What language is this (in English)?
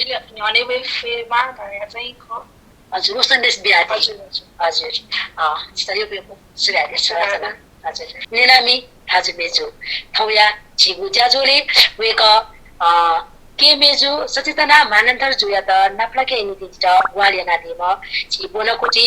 Newari